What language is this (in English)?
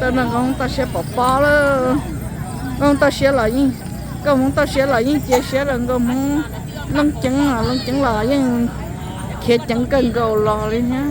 Hmong